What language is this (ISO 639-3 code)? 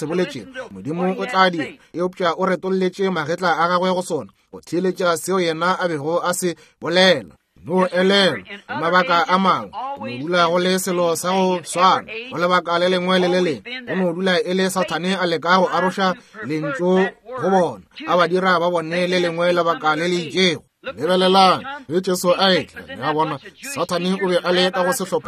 nso